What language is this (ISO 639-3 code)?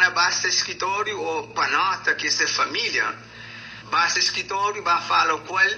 kea